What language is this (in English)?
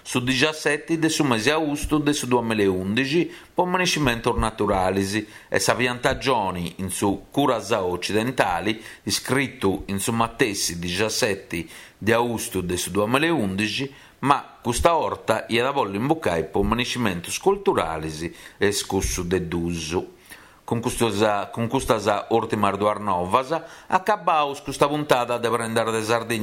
Sardinian